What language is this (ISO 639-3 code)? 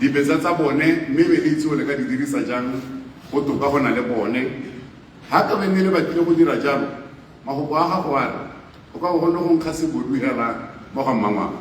tsn